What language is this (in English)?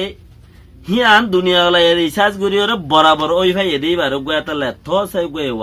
Rohingya